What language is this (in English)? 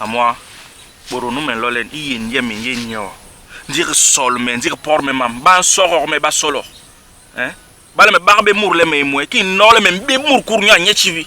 Basaa